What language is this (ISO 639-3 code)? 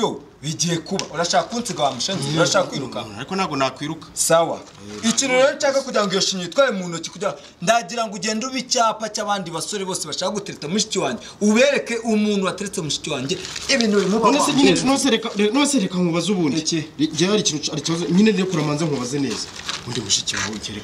kin